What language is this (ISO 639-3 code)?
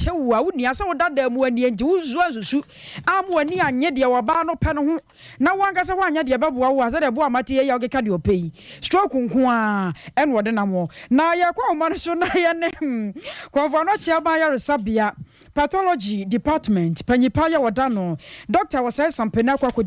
aka